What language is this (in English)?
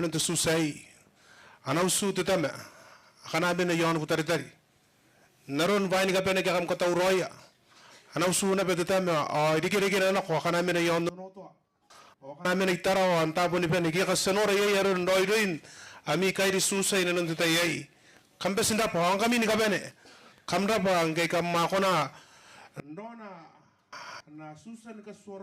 Gilbertese